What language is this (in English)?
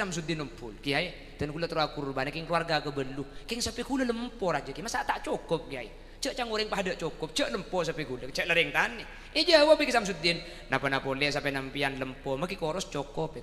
Madurese